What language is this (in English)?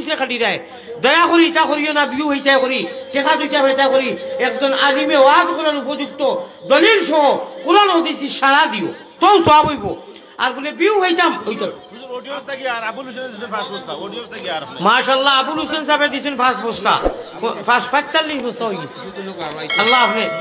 Sylheti